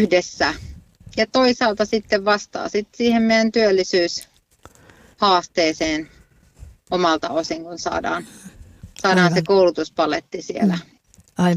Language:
Finnish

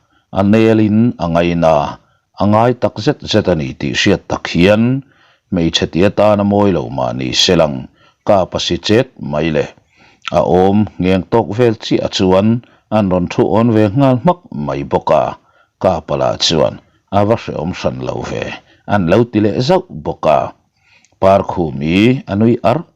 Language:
Mizo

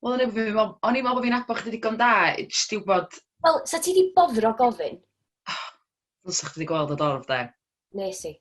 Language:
Welsh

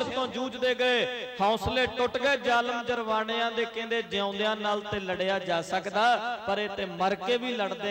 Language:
Punjabi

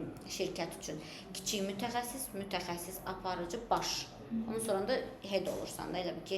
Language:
Azerbaijani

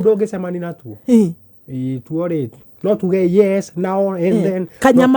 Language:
Kikuyu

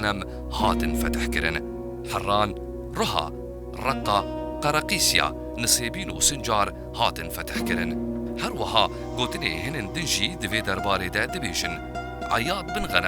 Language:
Kurdish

